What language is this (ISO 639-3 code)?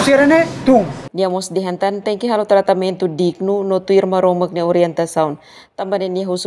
tet